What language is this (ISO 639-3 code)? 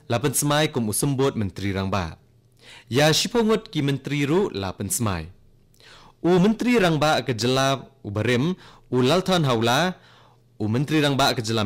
kha